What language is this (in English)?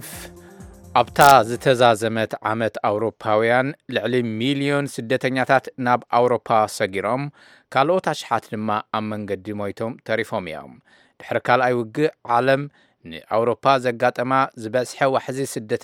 Tigrinya